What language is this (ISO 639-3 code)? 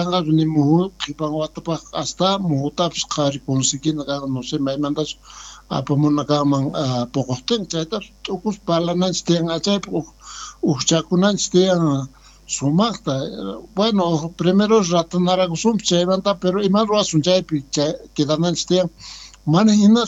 quh